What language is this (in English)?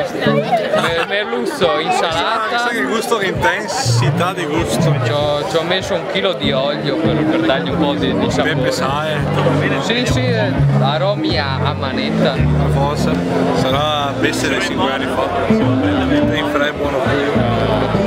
Italian